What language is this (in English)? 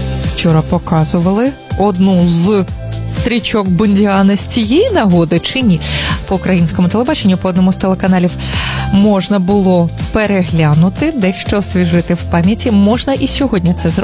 Ukrainian